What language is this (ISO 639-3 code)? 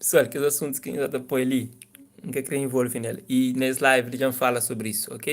kea